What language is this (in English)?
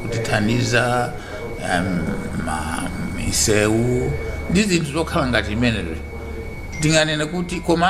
Nyanja